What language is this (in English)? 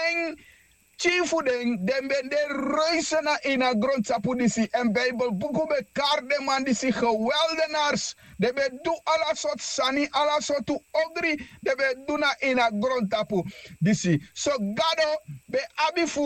Sranan Tongo